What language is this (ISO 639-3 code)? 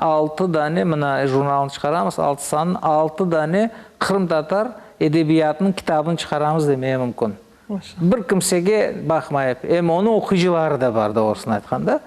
crh